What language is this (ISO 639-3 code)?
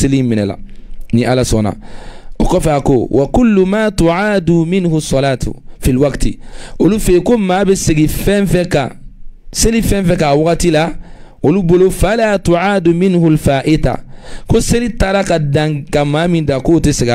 bam